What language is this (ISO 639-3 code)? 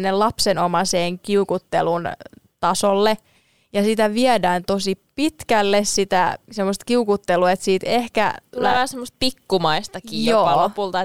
fin